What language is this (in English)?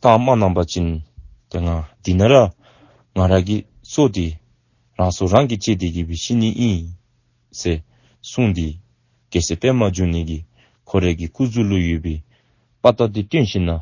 Dzongkha